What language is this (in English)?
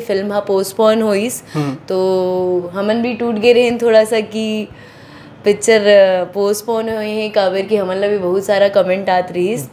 Chhattisgarhi